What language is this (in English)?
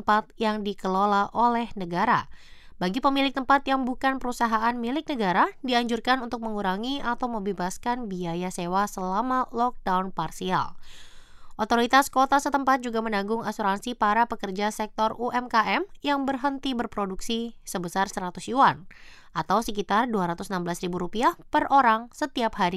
Indonesian